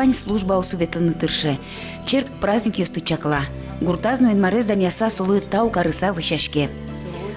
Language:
Udmurt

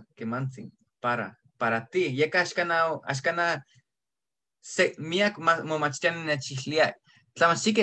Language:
Eastern Huasteca Nahuatl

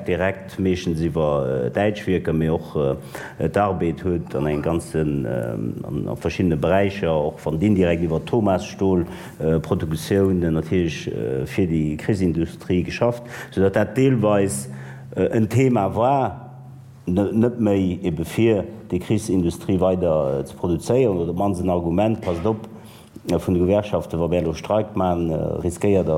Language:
Luxembourgish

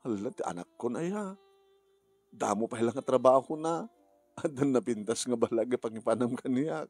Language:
Iloko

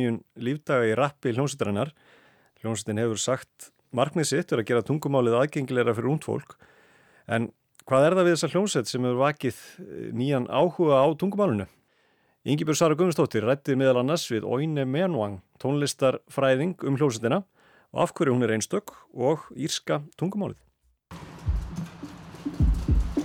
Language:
Icelandic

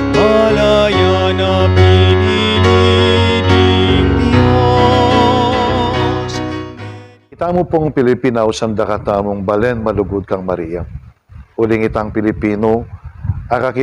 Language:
Pampanga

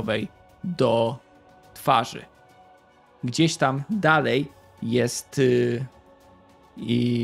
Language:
Polish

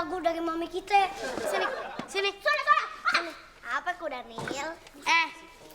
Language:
Betawi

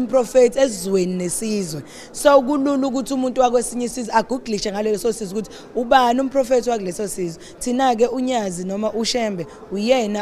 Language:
Zulu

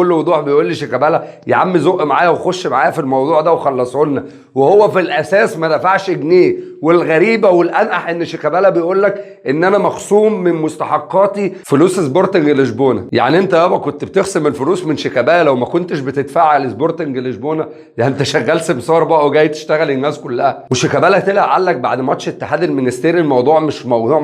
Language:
Egyptian Arabic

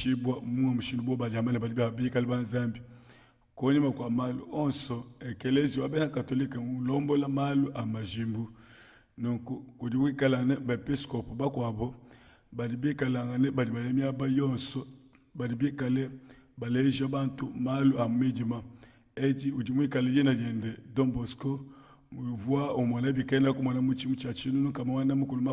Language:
Luba-Lulua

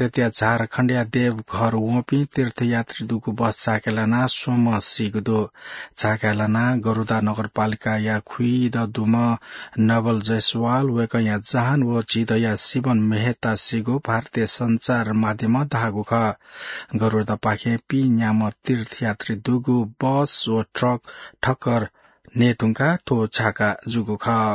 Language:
Newari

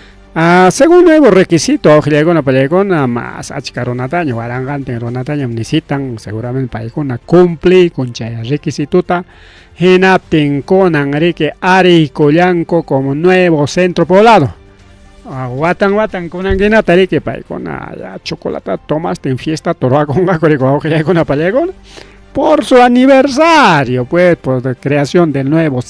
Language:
Ayacucho Quechua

